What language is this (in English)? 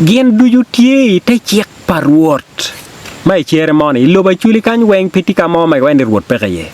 Acoli